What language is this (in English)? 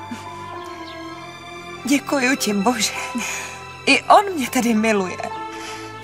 Czech